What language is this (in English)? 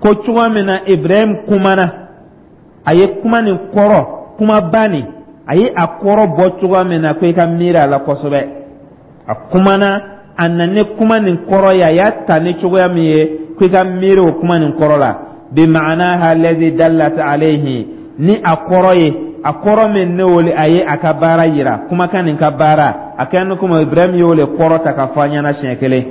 Dyula